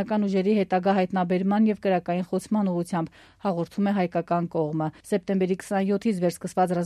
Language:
Armenian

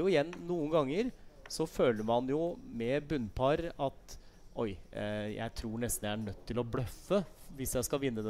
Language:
Norwegian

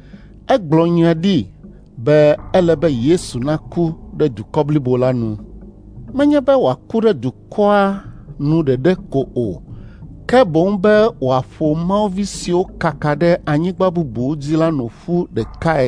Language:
Ewe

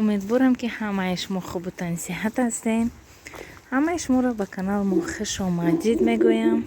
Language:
Tajik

